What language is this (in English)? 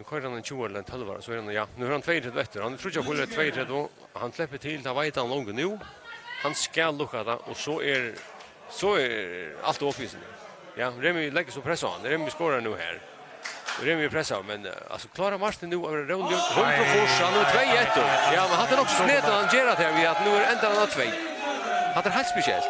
Faroese